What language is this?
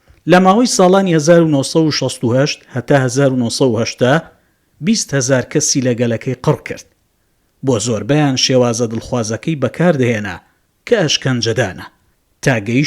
Central Kurdish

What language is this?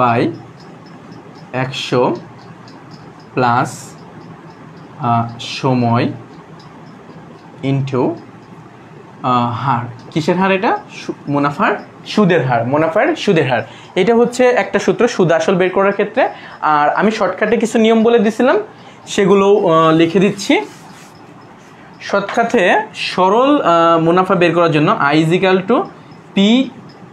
Bangla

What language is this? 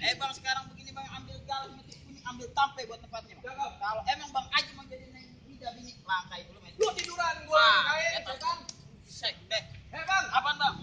Betawi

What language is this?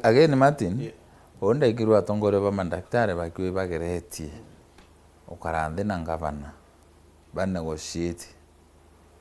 Meru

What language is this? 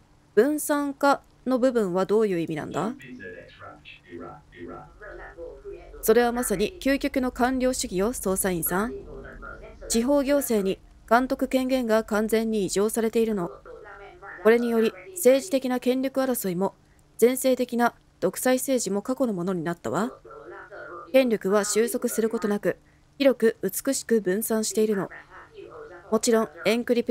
Japanese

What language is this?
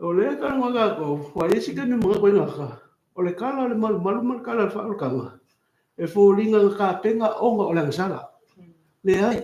Samoan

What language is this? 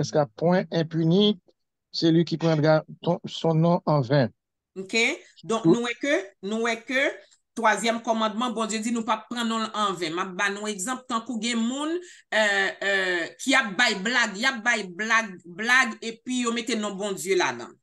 Haitian Creole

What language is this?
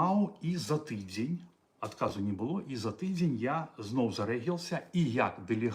Belarusian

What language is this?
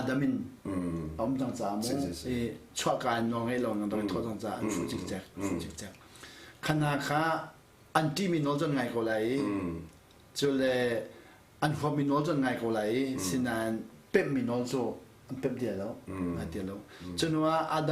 Hakha Chin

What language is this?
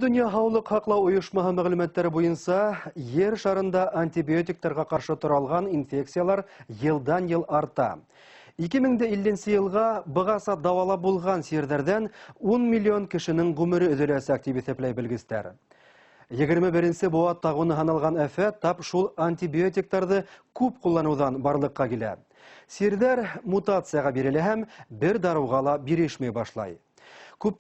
Bashkir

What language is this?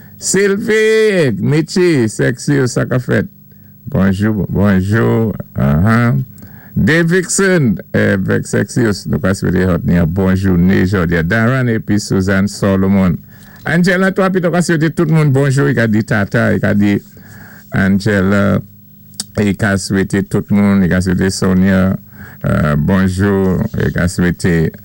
Saint Lucian Creole French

